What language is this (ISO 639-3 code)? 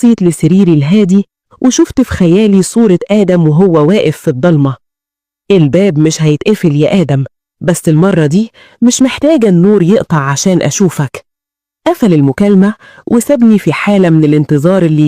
arz